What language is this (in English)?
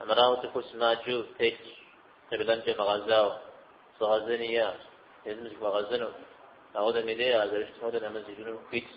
Kabardian